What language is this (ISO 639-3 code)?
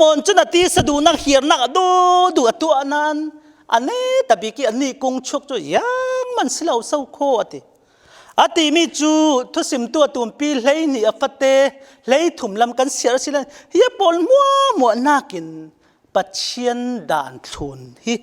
cfm